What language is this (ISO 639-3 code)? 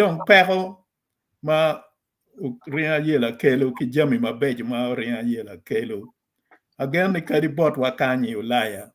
ach